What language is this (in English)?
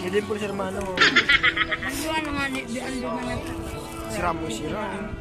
Bikol